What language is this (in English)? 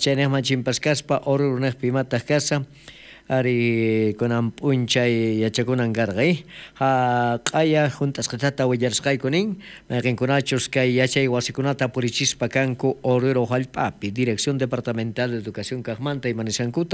South Bolivian Quechua